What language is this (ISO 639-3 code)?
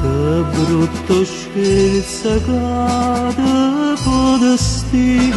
nap